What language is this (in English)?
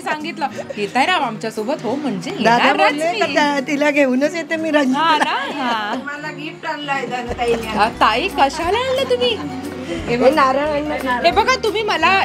Marathi